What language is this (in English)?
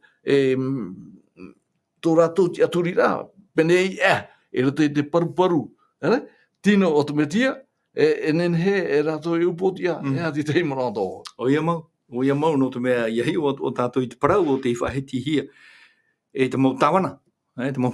Tahitian